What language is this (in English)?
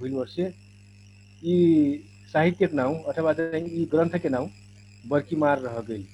Dangaura Tharu